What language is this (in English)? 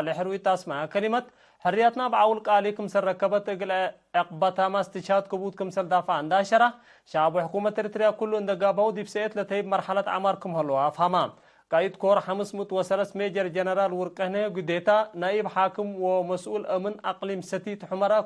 Tigre